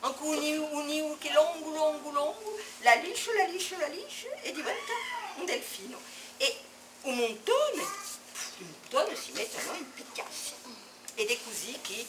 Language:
Corsican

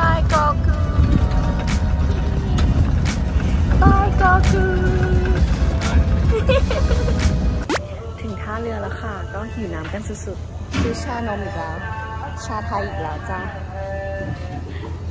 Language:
Thai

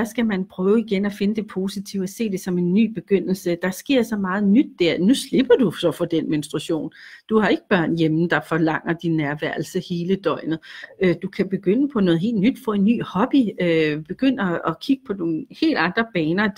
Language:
Danish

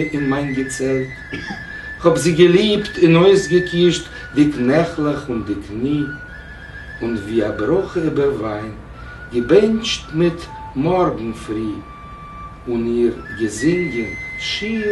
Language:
Yiddish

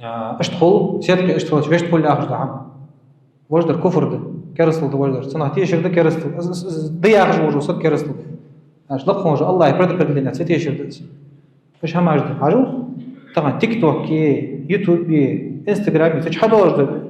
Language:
Ingush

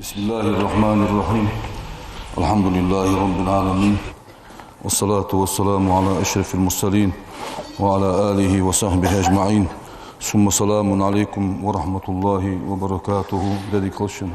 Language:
Ingush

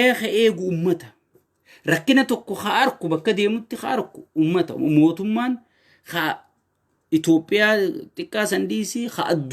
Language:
Oromo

